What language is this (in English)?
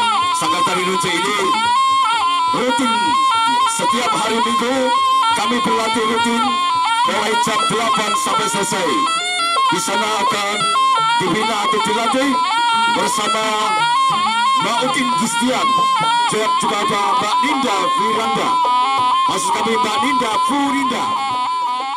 Indonesian